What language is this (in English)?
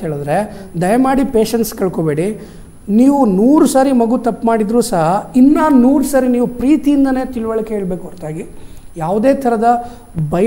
Kannada